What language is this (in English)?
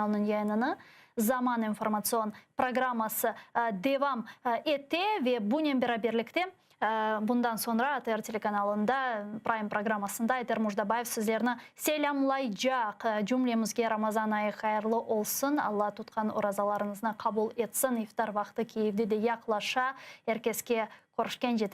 Crimean Tatar